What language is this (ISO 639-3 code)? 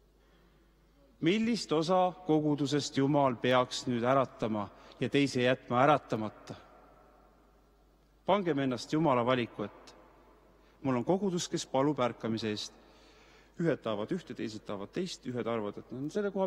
est